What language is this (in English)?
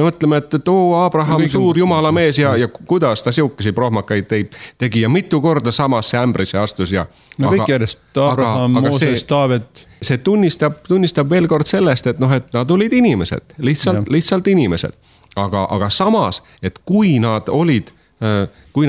Estonian